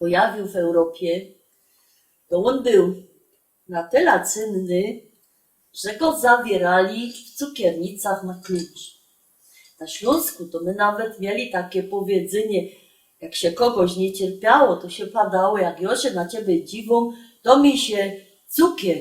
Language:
Silesian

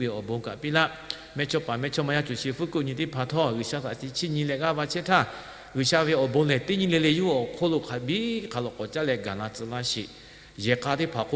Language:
Lahu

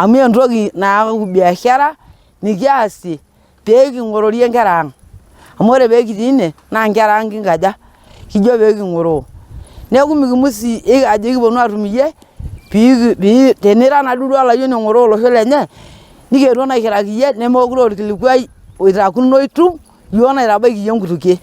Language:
Masai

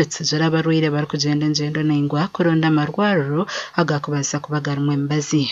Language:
Nyankole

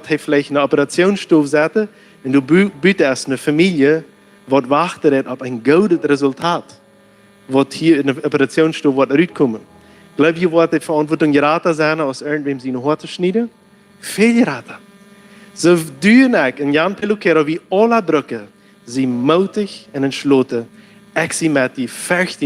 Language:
Plautdietsch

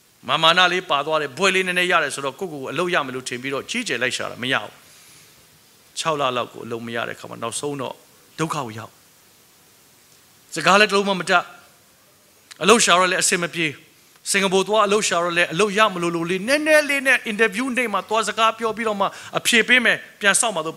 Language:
Burmese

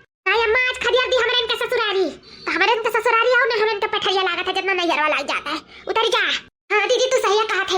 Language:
Awadhi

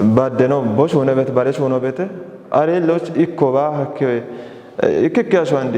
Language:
Kafa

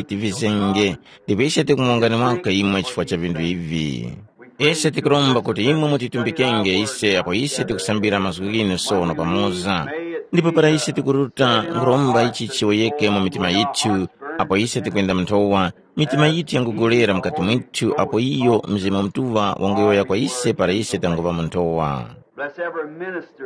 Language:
Tumbuka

